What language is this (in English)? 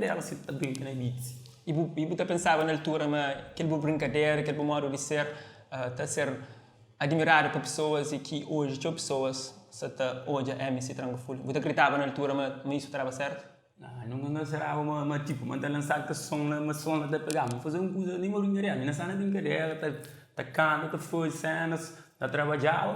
Kabuverdianu